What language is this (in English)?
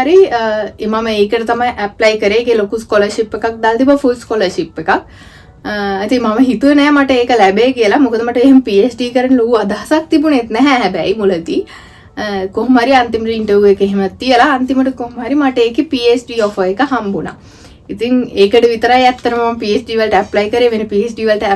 Sinhala